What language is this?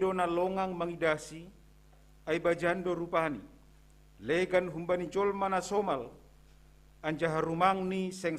Batak Simalungun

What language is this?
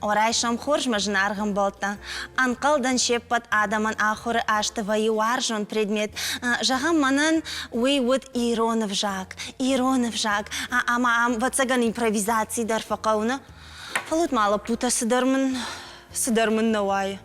Ossetic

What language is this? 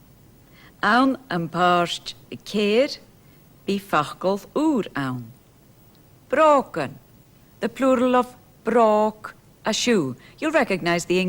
Scottish Gaelic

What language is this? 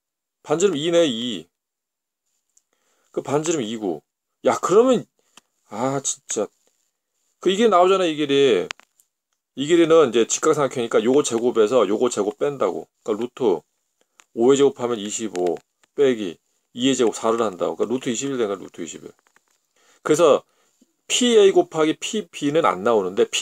Korean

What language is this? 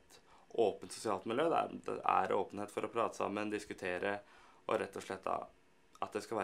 Norwegian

